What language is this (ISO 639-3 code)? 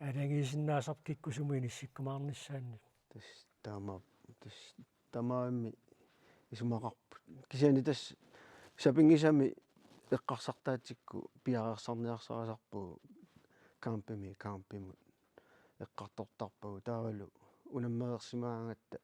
kal